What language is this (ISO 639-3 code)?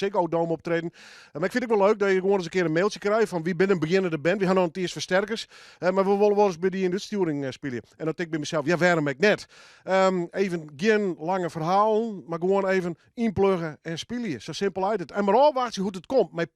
fry